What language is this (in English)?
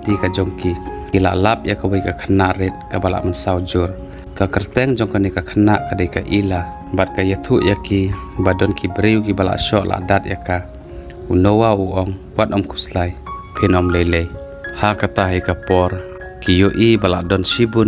Khasi